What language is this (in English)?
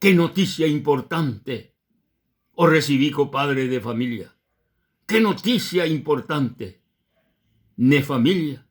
Guarani